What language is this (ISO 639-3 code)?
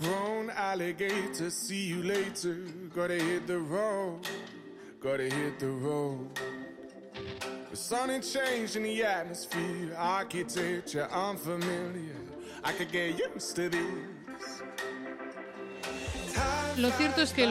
spa